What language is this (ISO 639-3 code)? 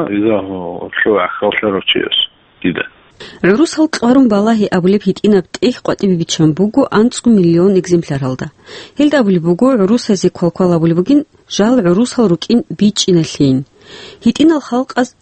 ava